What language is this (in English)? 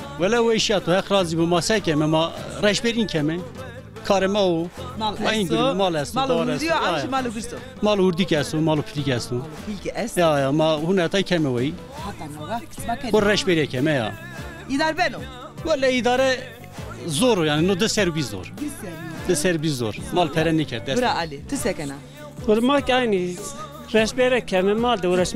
Zaza